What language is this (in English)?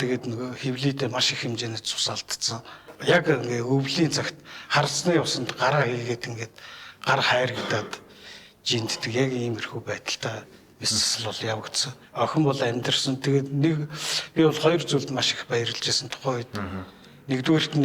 Mongolian